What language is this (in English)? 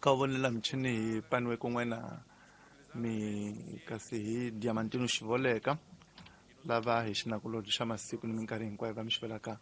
Tsonga